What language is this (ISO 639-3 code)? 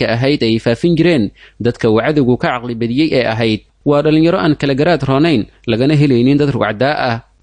som